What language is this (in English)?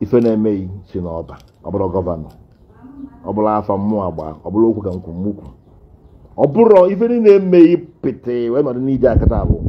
Igbo